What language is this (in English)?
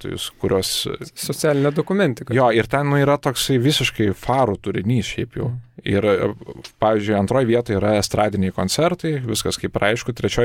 Lithuanian